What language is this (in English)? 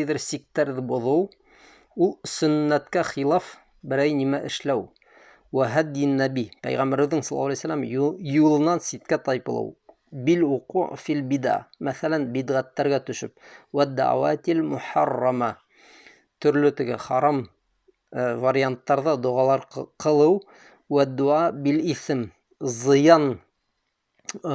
Bashkir